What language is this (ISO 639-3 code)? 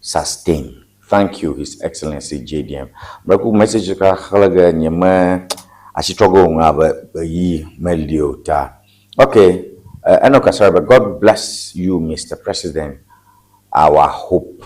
ewe